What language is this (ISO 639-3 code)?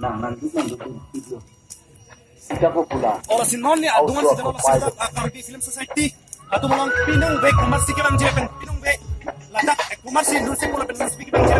mjw